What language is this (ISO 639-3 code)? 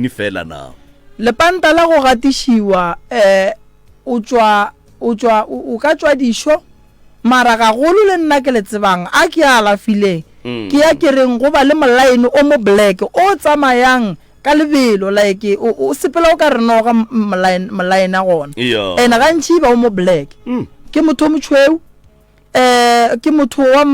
nso